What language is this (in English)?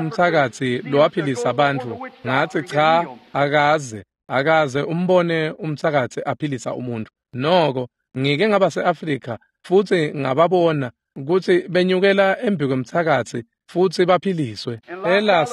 Swati